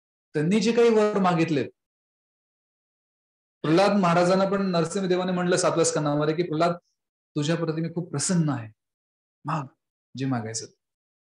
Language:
Marathi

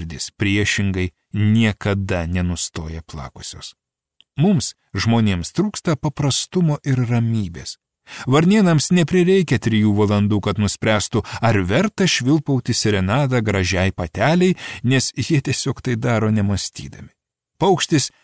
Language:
Lithuanian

